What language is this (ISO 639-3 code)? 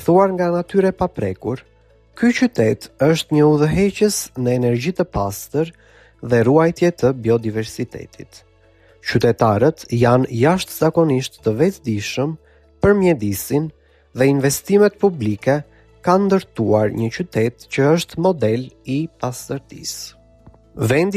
sqi